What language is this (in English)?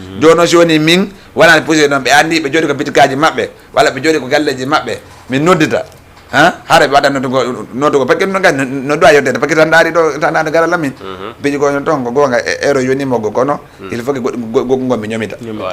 Fula